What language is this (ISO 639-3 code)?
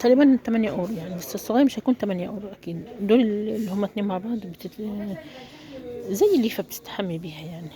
arz